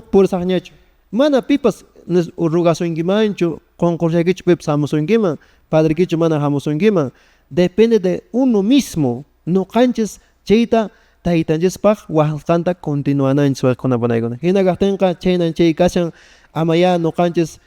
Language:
Quechua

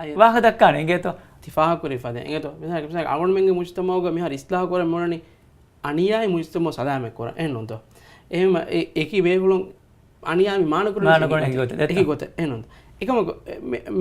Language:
Divehi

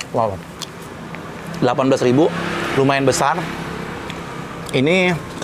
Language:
Indonesian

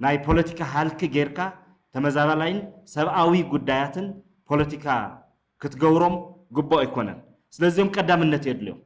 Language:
Tigrinya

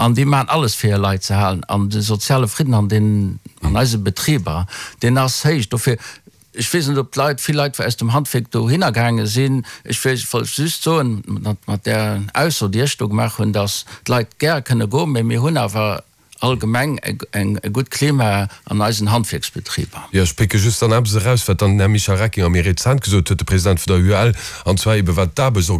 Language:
Luxembourgish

